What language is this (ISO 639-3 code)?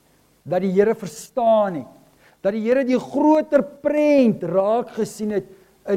afr